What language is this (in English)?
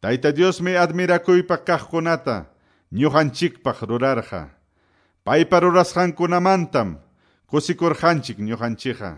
Quechua